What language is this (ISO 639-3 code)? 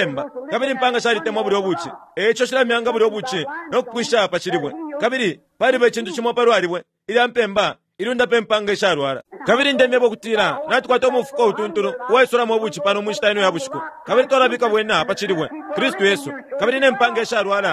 bem